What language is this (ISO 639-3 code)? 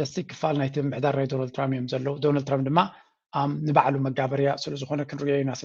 tir